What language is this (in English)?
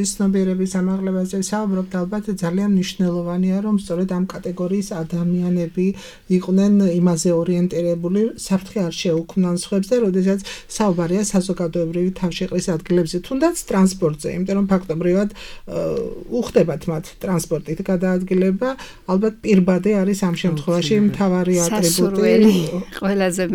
Georgian